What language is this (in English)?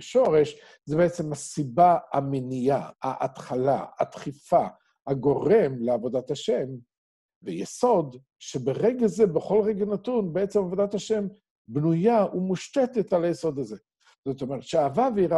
Hebrew